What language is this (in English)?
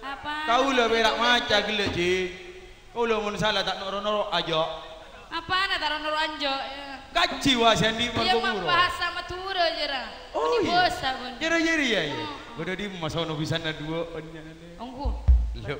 Madurese